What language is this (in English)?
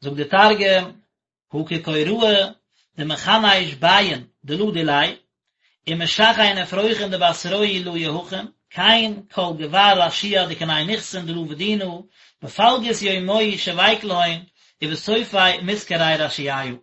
Yiddish